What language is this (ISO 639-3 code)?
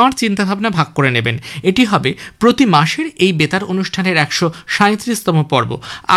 ben